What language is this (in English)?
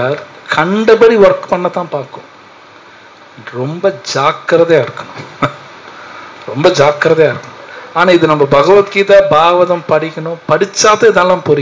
Tamil